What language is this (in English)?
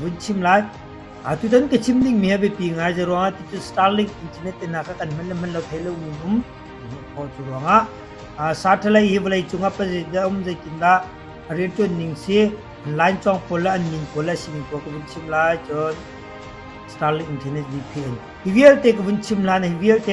Hakha Chin